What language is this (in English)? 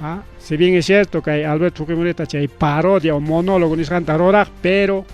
Ayacucho Quechua